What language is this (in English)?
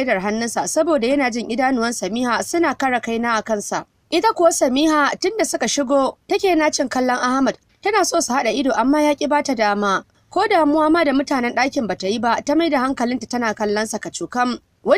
Hausa